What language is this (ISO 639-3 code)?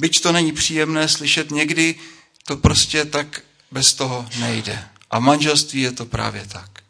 ces